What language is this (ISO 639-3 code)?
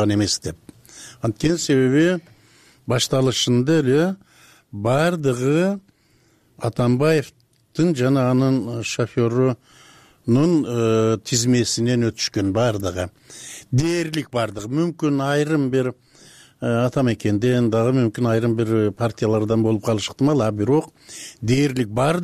kir